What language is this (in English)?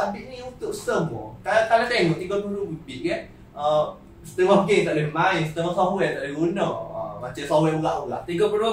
Malay